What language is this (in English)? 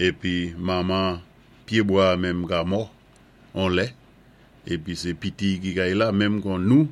Saint Lucian Creole French